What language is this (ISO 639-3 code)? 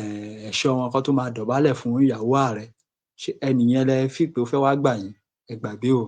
yor